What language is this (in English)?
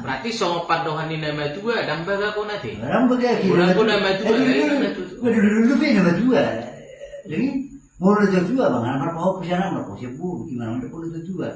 Batak Toba